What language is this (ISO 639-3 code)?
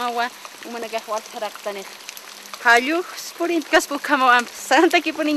aym